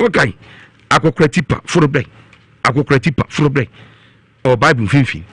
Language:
Akan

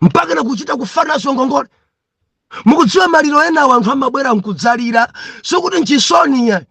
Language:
Nyanja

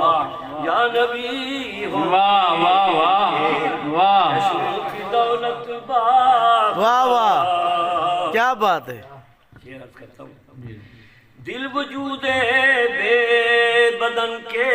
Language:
Saraiki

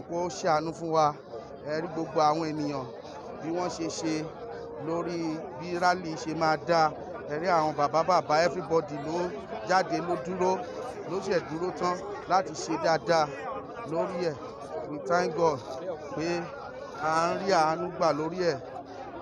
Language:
Yoruba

